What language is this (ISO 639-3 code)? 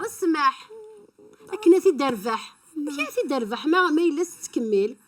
kab